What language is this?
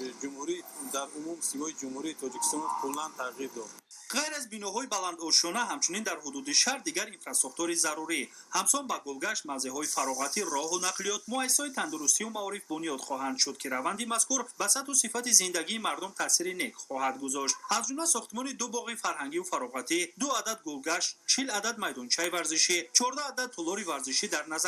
Tajik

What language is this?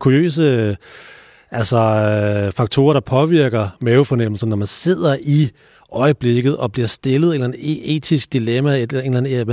Danish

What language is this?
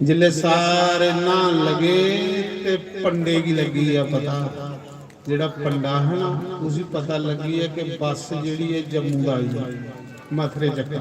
Dogri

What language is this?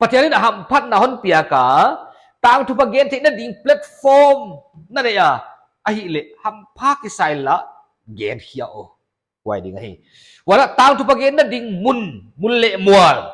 Paite Chin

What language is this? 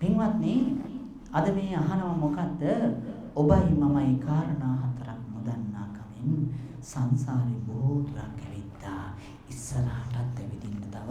Sinhala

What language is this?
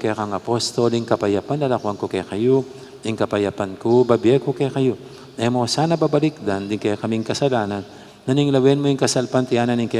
Pampanga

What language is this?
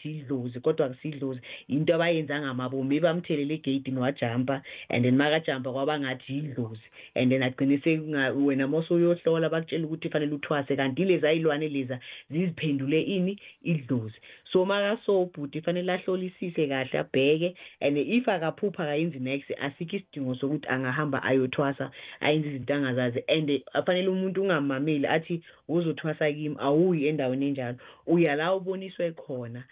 South Ndebele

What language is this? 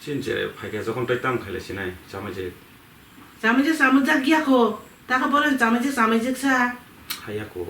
Kok Borok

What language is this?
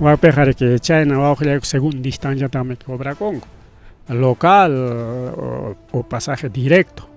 Ayacucho Quechua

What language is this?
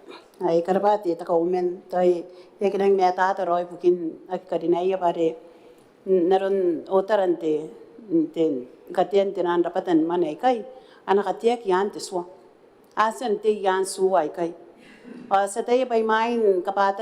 Gilbertese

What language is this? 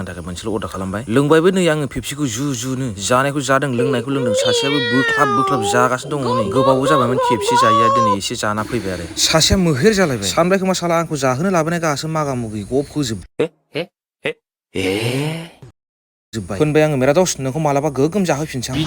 Bodo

